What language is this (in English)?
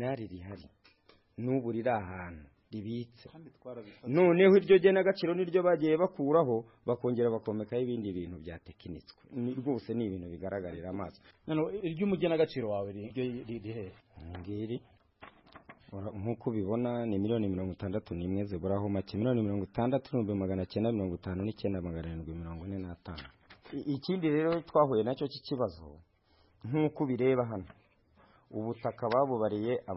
Kinyarwanda